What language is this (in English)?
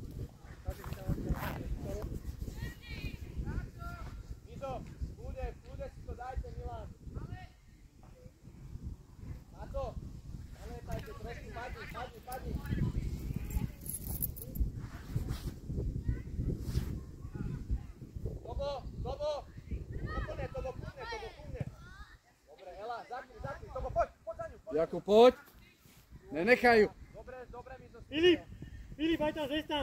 Slovak